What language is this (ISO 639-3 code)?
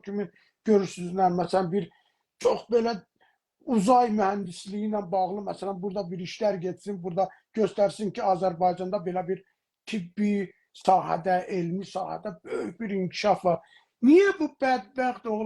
azb